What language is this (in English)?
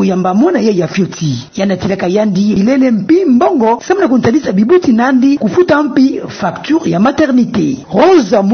Kituba (Democratic Republic of Congo)